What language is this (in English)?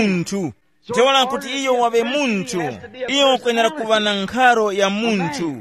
Tumbuka